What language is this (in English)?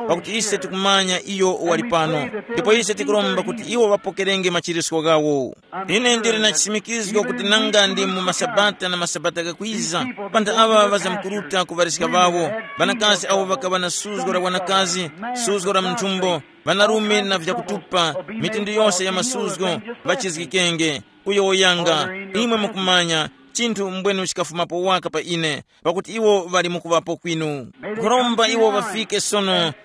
Tumbuka